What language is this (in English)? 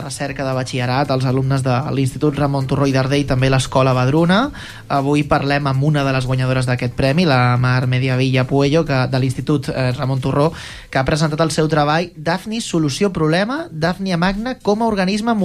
Catalan